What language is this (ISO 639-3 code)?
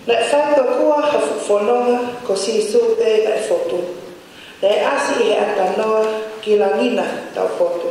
ton